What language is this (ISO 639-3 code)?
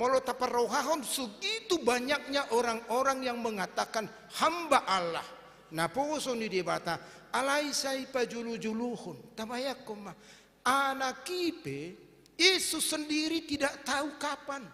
bbc